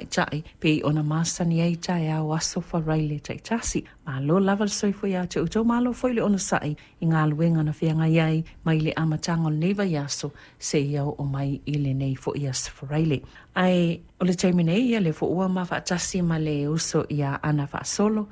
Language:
Samoan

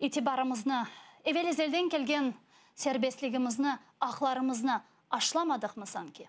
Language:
Crimean Tatar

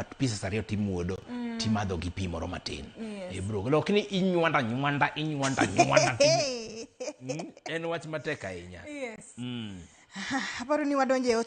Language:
Luo (Kenya and Tanzania)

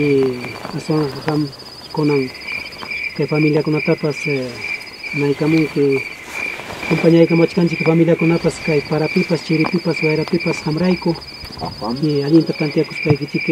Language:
Ayacucho Quechua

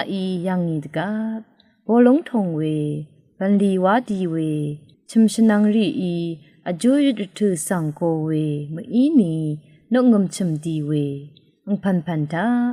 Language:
Rawang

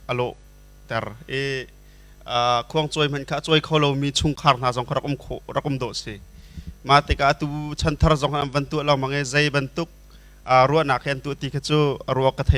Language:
Hakha Chin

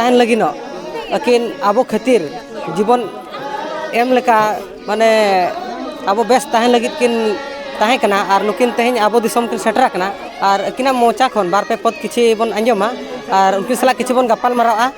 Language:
Santali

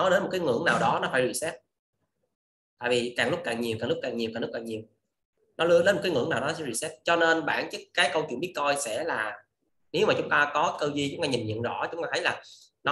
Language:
Vietnamese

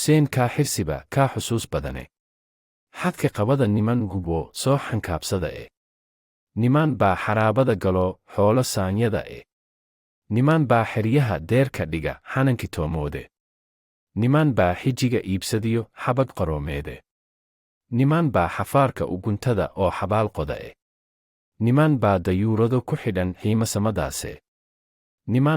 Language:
Somali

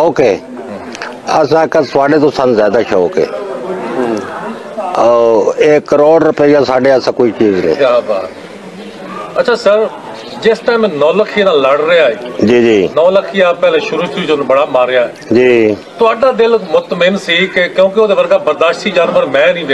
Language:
Punjabi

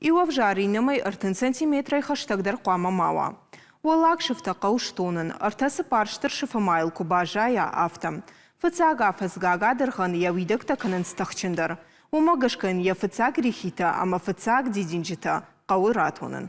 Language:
Ossetic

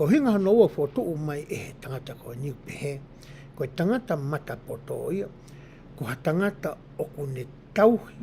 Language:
Tongan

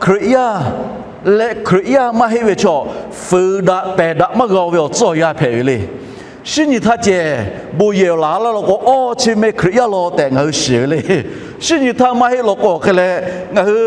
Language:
Lahu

